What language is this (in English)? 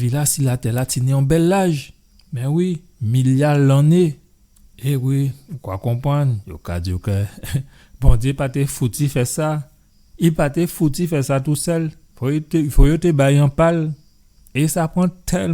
Guadeloupean Creole French